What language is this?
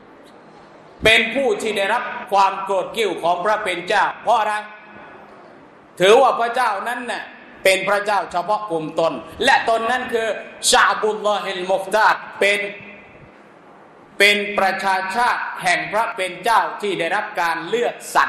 Thai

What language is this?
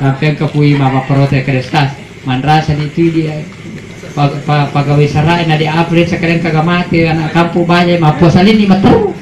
Buginese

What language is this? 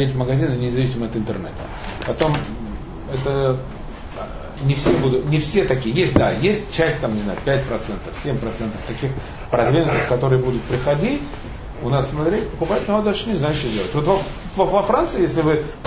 Russian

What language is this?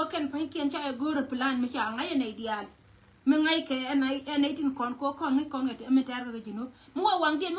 Nuer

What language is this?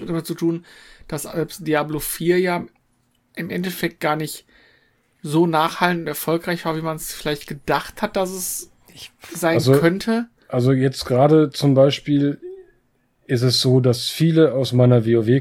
German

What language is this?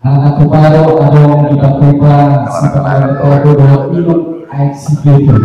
Batak Toba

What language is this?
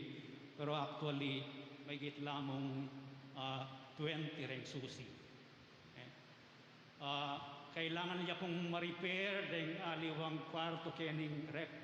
Pampanga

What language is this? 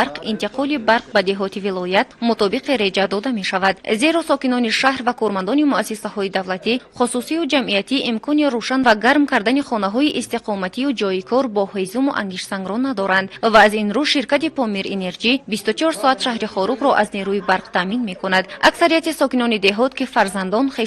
Tajik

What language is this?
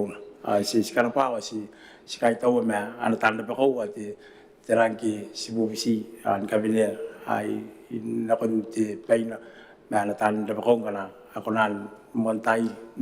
Gilbertese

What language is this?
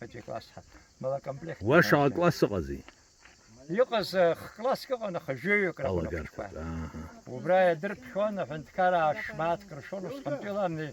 Abkhazian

